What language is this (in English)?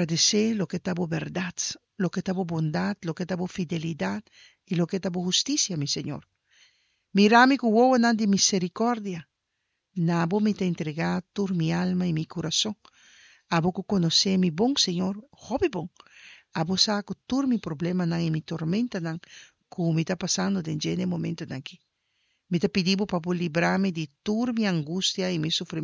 Papiamento